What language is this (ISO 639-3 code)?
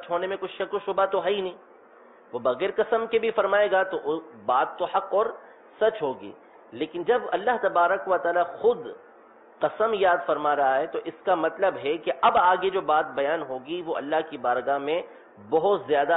urd